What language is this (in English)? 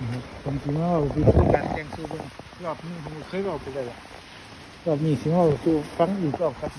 Northeastern Thai